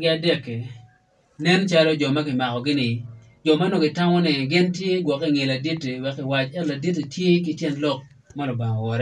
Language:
Acoli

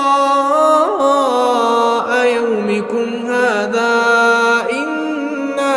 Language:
Arabic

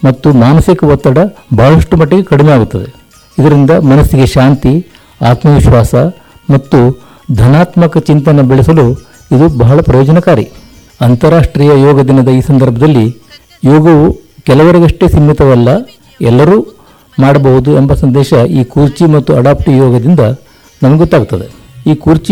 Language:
Kannada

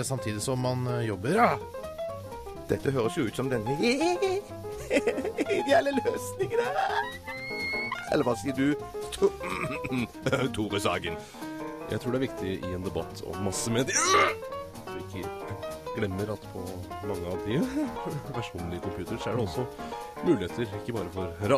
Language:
Norwegian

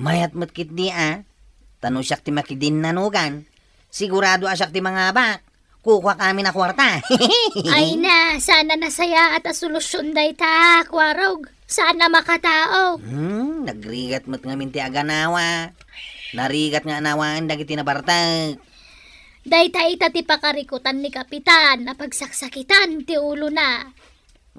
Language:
Iloko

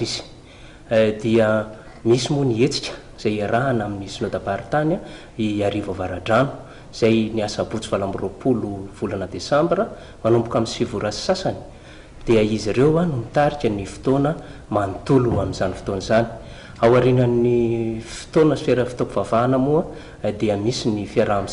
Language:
Malagasy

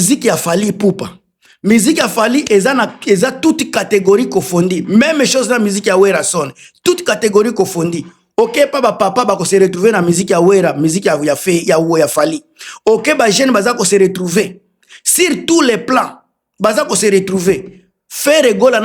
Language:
Lingala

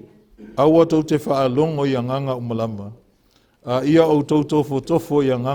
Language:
Samoan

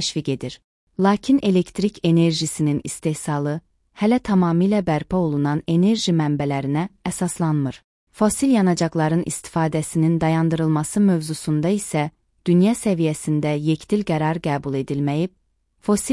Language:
Azerbaijani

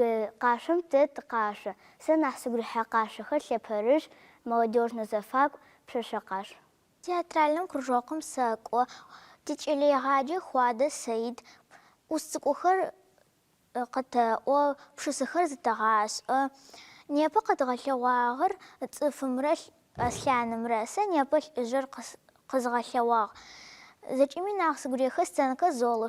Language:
Adyghe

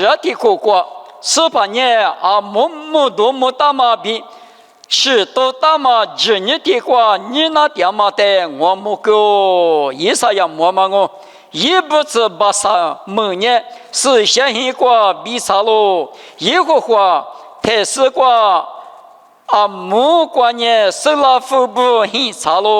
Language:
Lisu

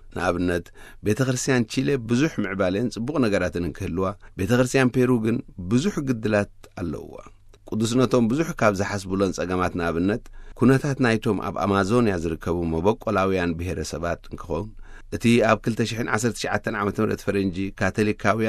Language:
Tigrinya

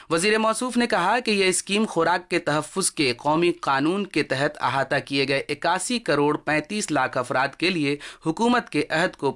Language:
Urdu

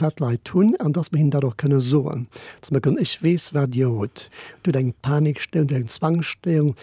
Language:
Luxembourgish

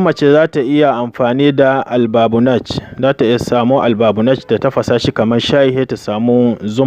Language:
Hausa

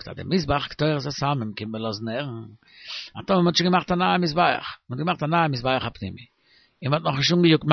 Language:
Yiddish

